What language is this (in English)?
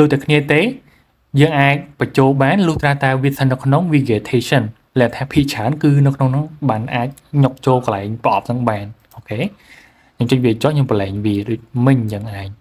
Khmer